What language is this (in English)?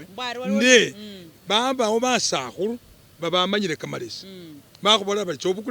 Masaaba